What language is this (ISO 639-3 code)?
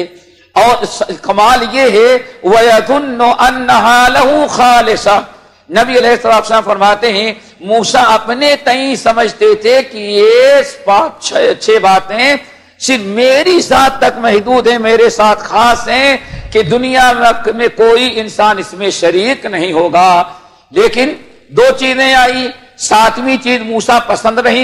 urd